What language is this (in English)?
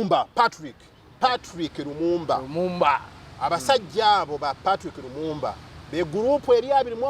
Ganda